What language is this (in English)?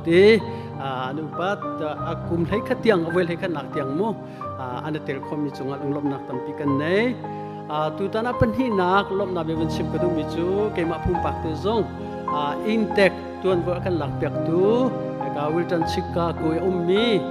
Hakha Chin